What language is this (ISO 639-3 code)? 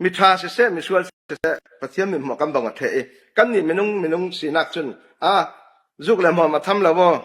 cfm